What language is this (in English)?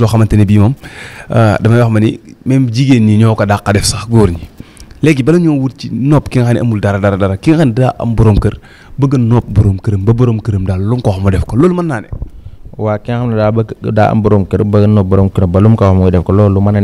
Wolof